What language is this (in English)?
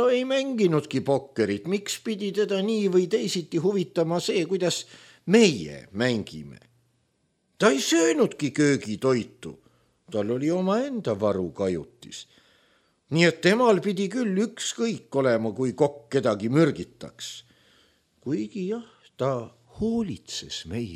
Estonian